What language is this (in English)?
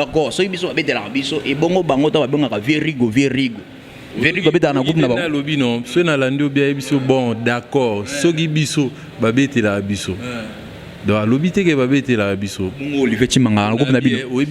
Lingala